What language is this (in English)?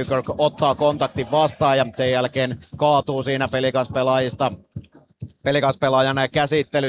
Finnish